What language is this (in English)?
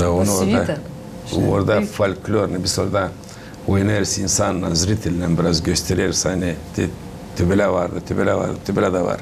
Gagauz